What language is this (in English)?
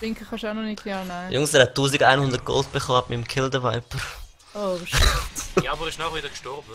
Swiss German